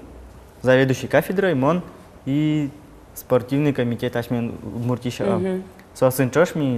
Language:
Udmurt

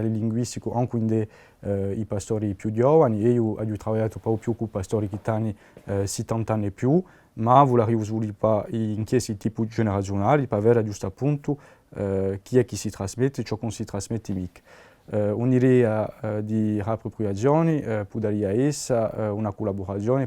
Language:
Corsican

